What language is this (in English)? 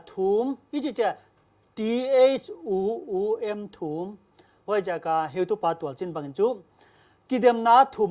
Paite Chin